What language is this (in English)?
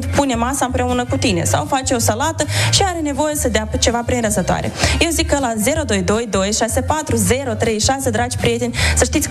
Romanian